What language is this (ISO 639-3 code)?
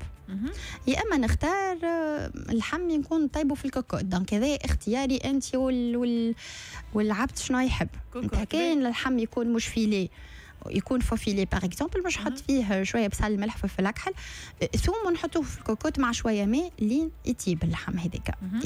aeb